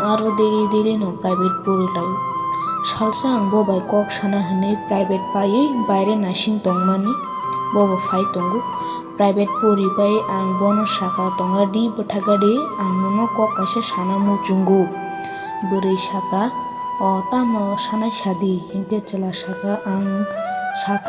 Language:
Kok Borok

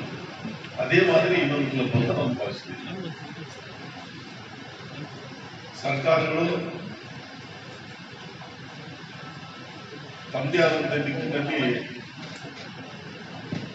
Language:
Kannada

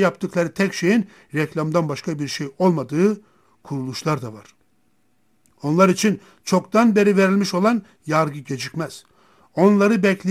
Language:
Turkish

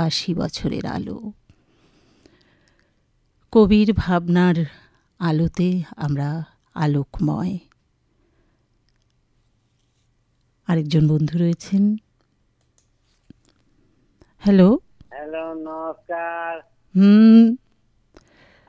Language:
Bangla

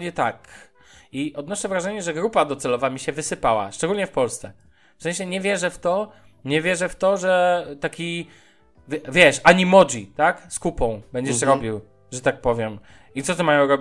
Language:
Polish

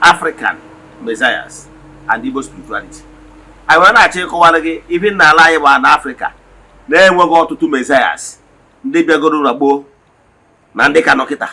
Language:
Igbo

